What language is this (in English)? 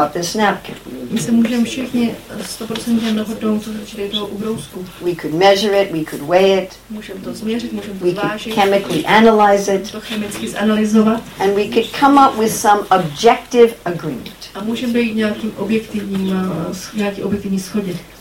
Czech